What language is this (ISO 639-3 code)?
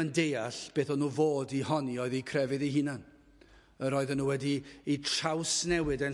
cym